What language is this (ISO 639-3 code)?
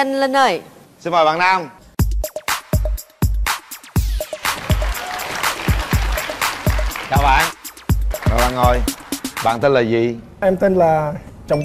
vie